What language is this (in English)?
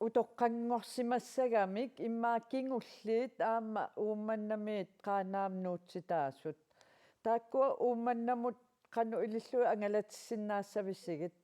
Kalaallisut